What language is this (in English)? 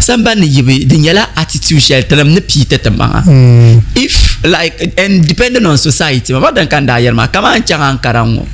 Dagbani